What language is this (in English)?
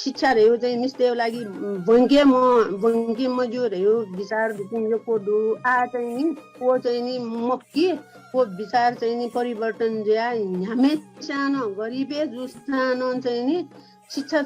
Newari